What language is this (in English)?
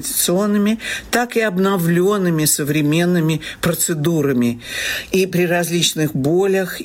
Russian